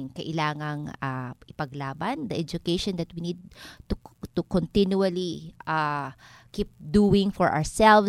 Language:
Filipino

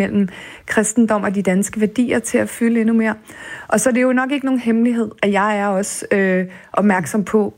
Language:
Danish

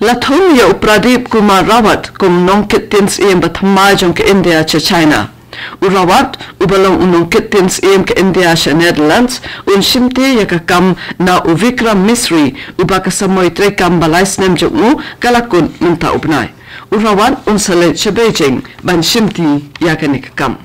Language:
Khasi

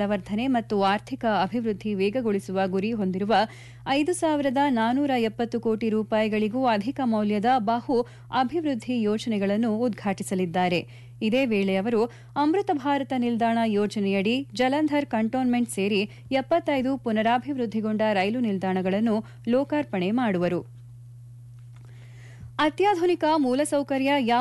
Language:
Kannada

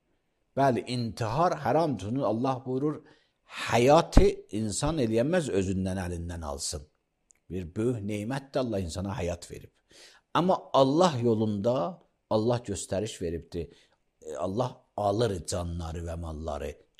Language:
Azerbaijani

